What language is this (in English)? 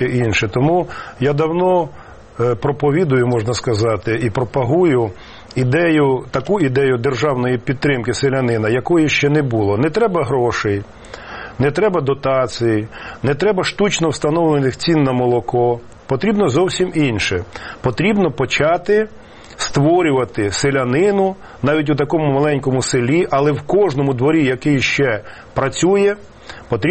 Ukrainian